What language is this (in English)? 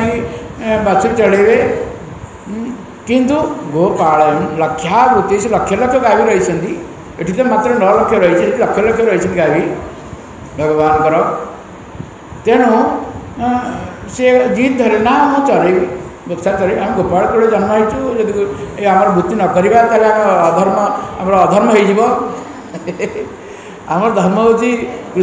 Odia